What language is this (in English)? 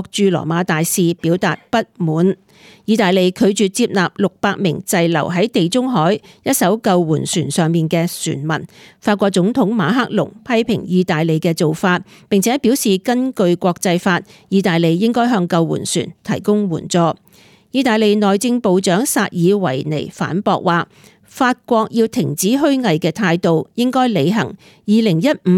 Cantonese